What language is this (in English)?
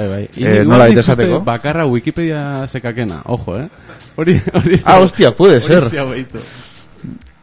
Basque